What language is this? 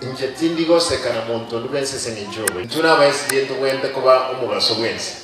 Gusii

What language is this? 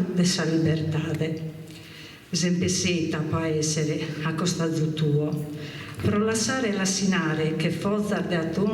Sardinian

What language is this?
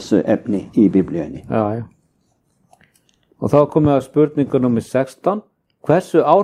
Icelandic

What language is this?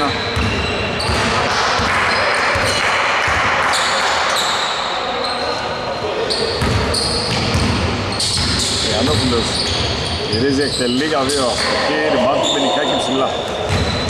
Greek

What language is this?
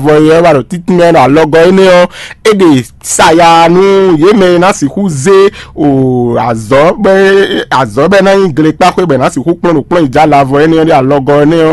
Fon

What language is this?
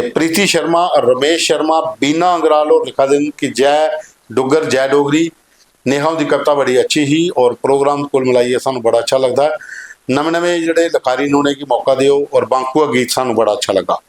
Dogri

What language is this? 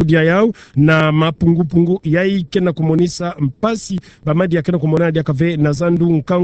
Kituba (Democratic Republic of Congo)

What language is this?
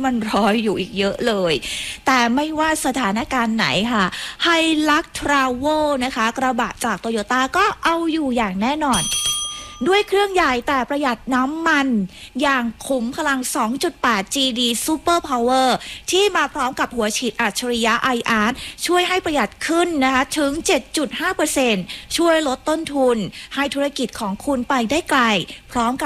Thai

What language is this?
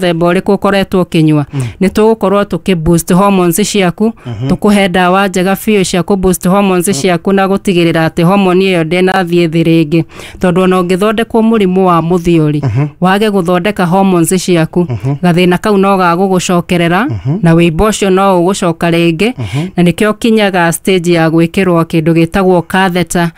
Kikuyu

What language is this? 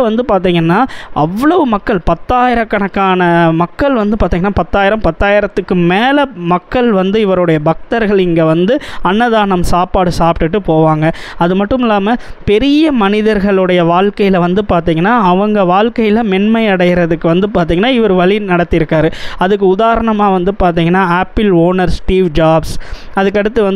Tamil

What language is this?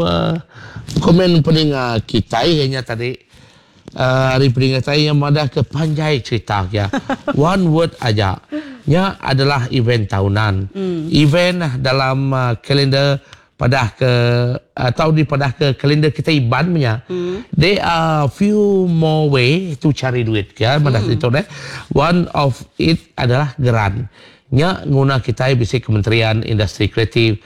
Iban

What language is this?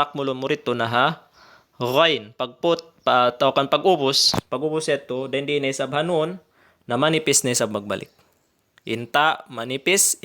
Tausug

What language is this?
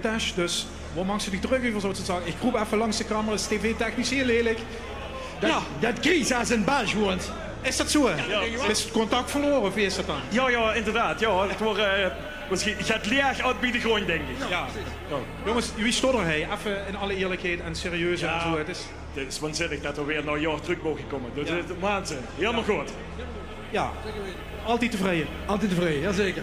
Limburgish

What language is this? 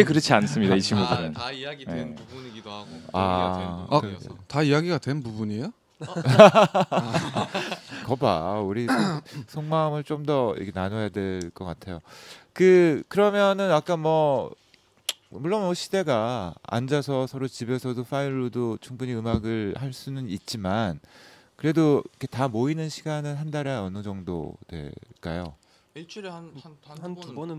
Korean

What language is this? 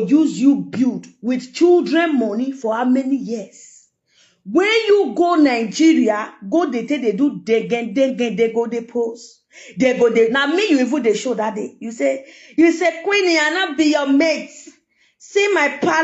Nigerian Pidgin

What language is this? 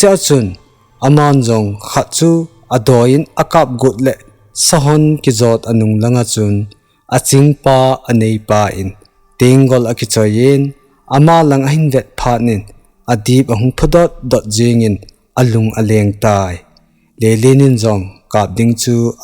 Thado Chin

